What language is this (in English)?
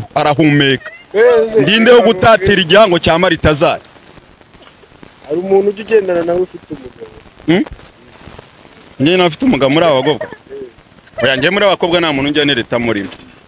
Kinyarwanda